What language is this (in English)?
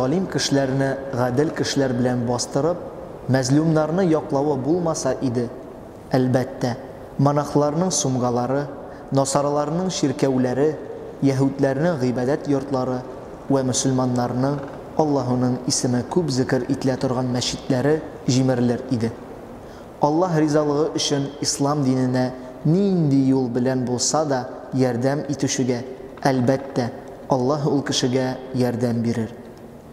Tatar